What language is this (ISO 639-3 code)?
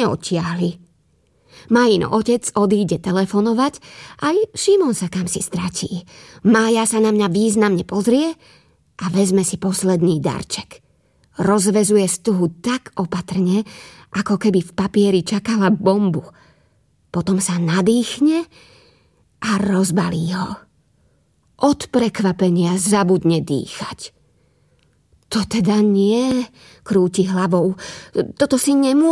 slk